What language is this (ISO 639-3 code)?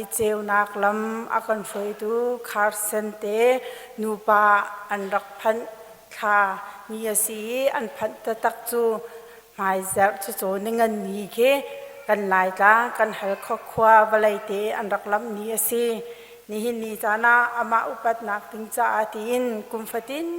cnh